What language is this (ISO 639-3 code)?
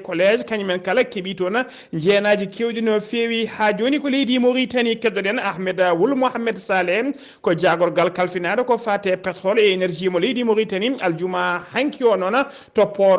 ful